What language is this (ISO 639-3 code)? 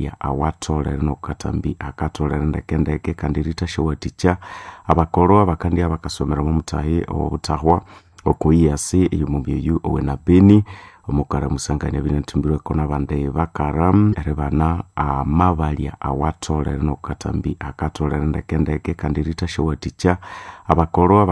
nnb